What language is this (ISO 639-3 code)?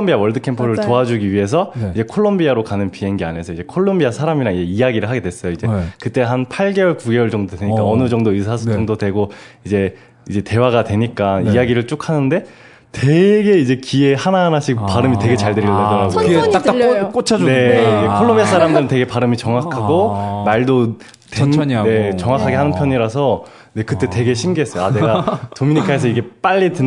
kor